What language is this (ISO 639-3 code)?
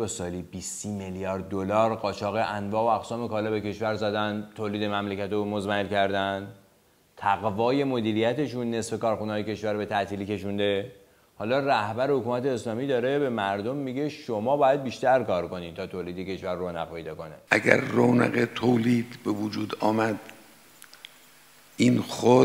fas